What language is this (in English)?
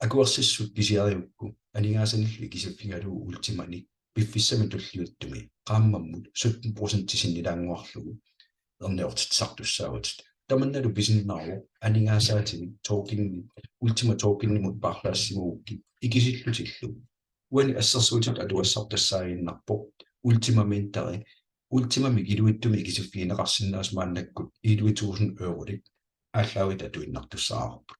Kalaallisut